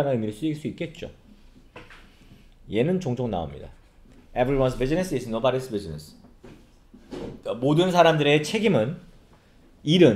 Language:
Korean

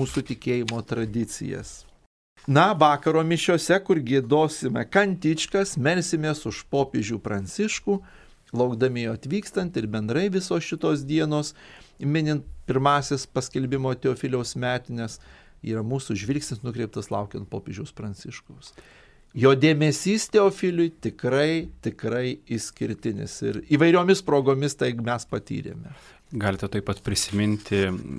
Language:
Lithuanian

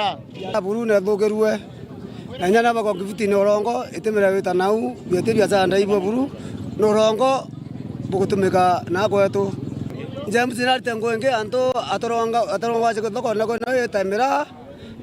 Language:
Meru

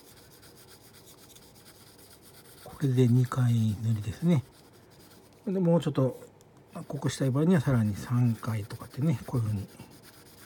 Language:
Japanese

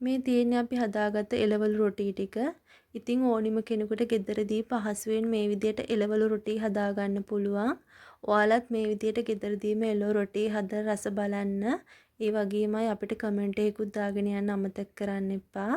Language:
Sinhala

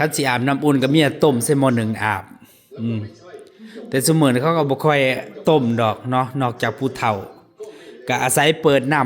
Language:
Northeastern Thai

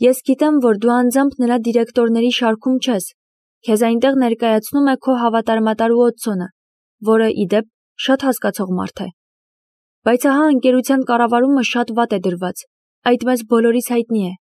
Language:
Armenian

